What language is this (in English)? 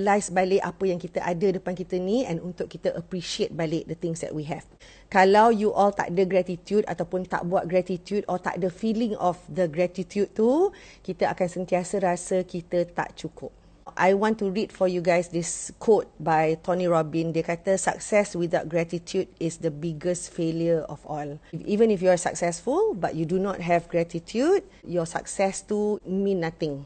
Malay